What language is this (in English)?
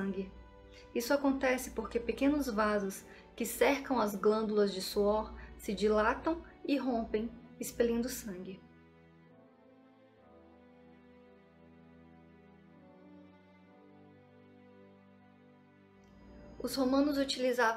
Portuguese